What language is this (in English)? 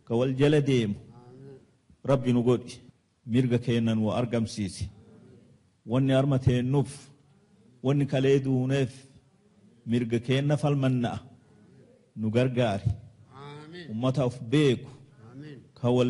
Oromo